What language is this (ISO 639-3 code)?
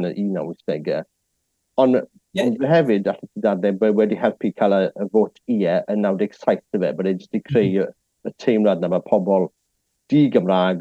cym